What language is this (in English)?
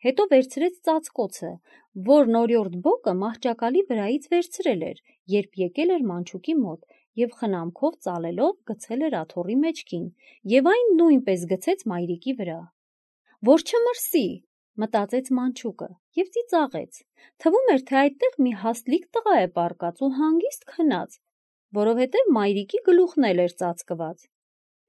Armenian